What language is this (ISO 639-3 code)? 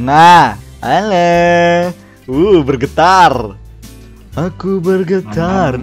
bjn